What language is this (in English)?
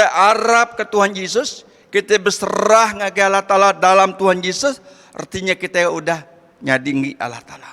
Iban